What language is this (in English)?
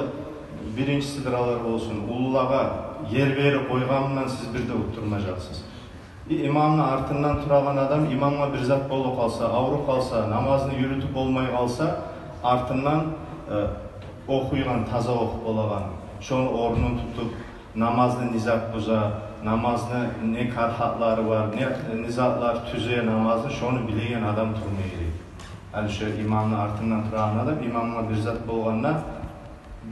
Kumyk